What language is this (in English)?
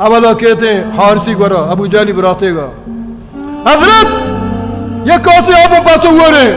Baluchi